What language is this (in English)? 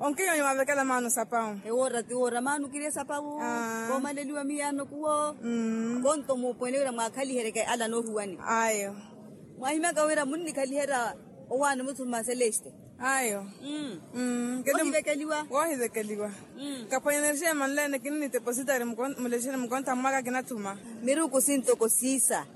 Makhuwa